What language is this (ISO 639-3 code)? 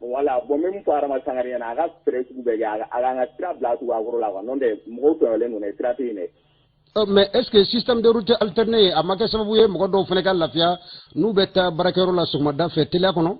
bam